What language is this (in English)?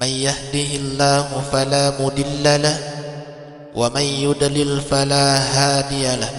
Buginese